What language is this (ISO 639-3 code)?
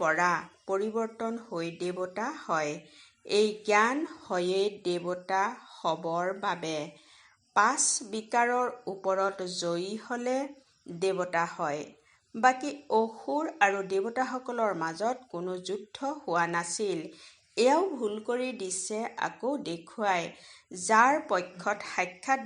asm